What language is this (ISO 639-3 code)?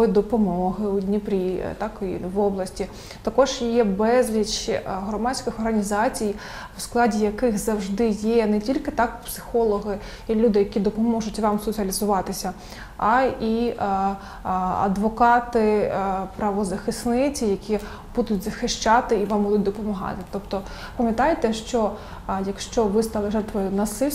ukr